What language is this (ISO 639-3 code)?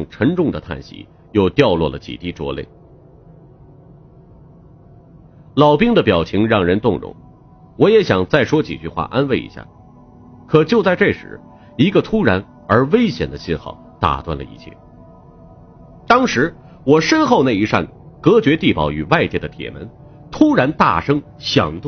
zho